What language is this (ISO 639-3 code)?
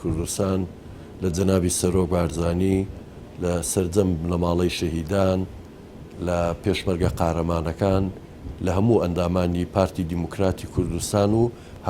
ckb